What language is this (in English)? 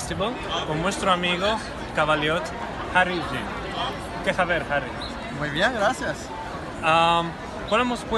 Ladino